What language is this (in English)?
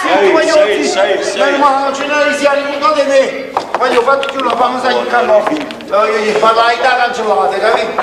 Neapolitan